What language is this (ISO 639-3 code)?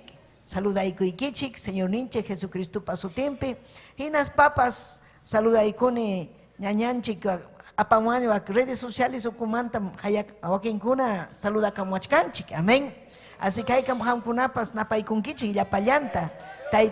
quy